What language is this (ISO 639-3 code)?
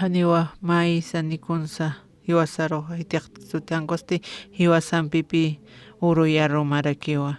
aym